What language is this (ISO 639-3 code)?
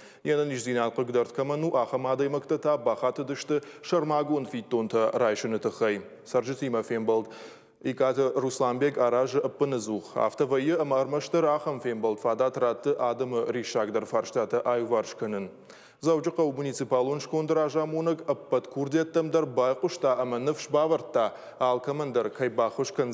oss